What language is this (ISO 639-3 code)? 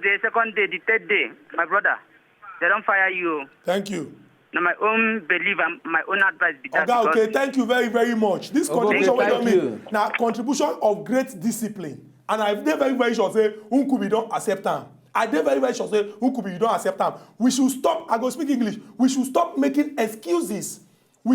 pcm